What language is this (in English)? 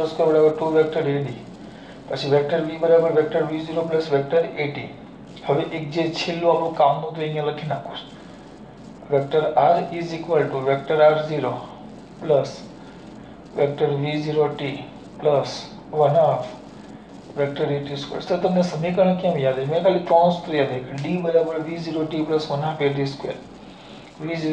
Gujarati